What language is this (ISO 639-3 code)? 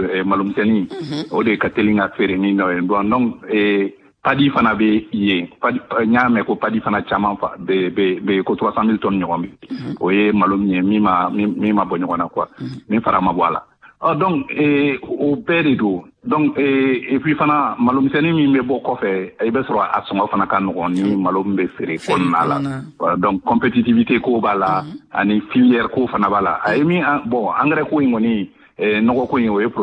bam